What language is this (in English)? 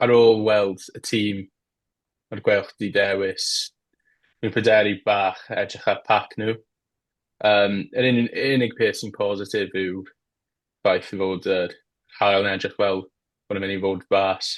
Welsh